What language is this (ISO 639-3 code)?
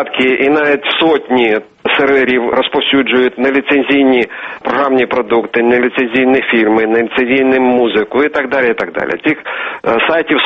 ukr